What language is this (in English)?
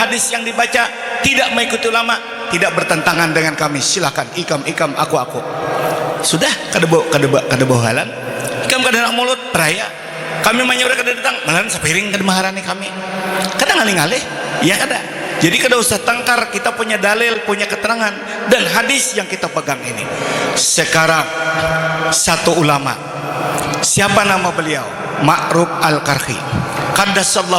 Banjar